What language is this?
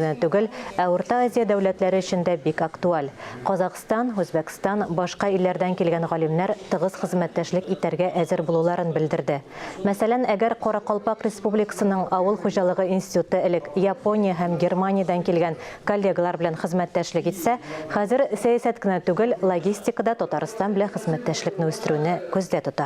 Tatar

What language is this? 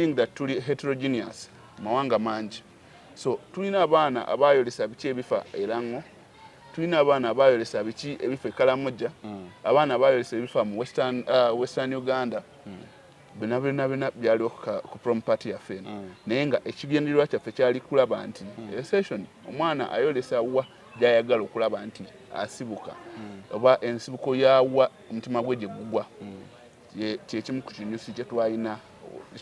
Ganda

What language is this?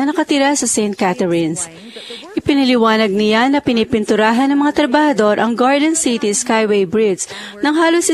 Filipino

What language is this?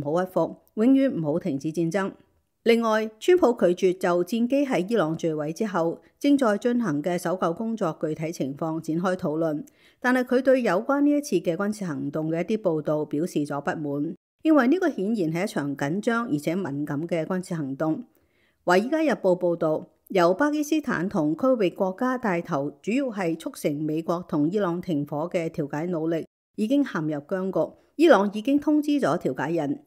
Cantonese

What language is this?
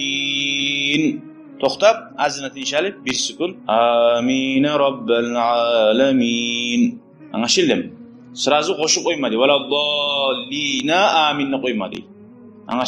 Kumyk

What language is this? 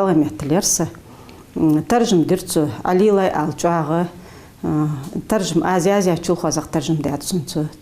Ingush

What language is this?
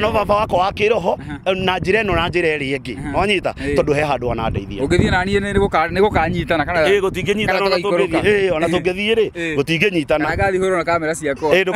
Kikuyu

